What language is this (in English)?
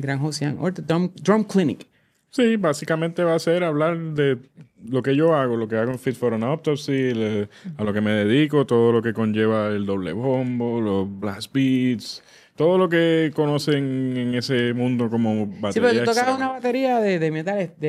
Spanish